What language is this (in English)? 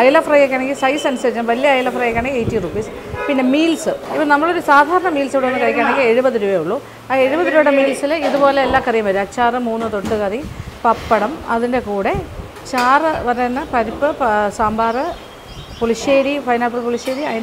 Malayalam